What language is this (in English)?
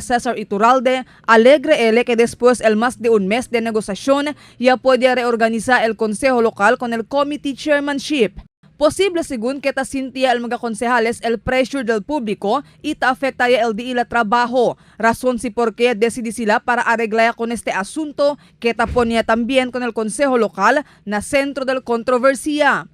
Chavacano